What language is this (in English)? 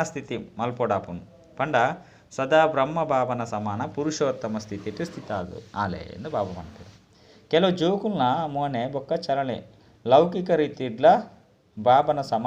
Tulu